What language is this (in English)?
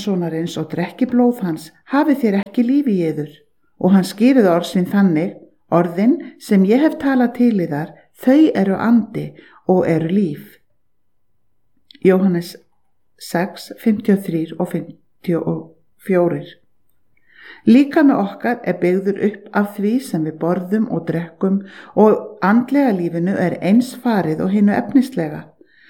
Icelandic